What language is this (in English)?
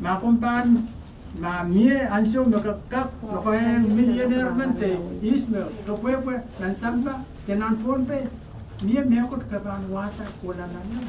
Pohnpeian